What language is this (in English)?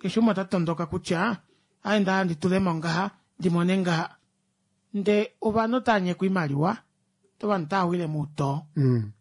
Kuanyama